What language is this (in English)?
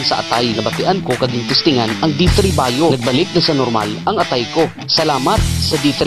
Hiligaynon